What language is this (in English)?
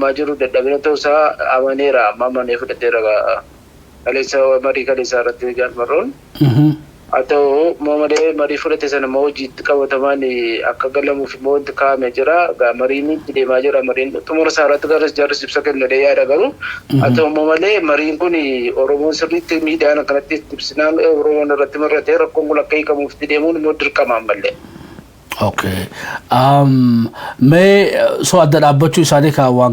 Oromo